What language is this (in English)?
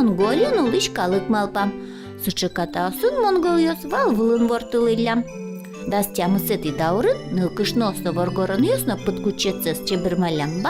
Udmurt